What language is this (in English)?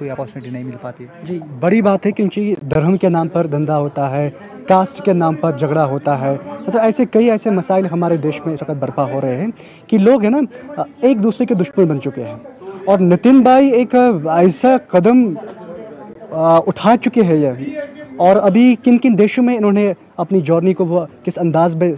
Hindi